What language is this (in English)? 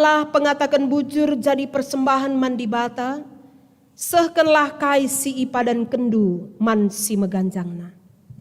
Batak Karo